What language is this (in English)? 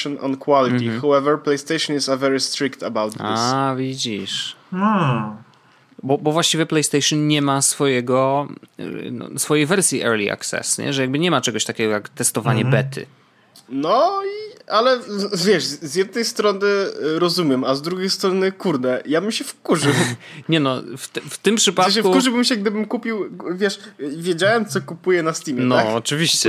Polish